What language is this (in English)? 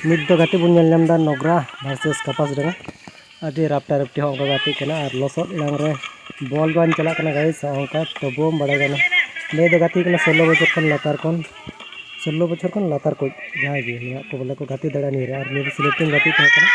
Santali